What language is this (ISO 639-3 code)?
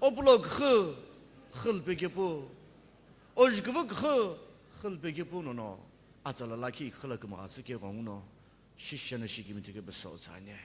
nsm